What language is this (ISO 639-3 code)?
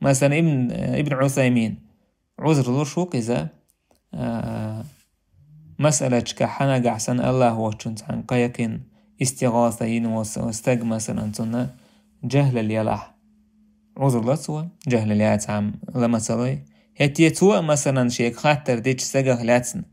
che